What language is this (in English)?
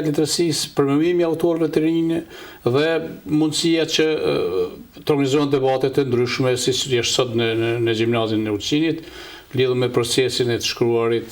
Albanian